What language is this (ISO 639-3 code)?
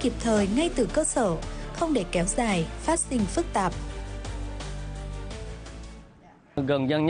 vie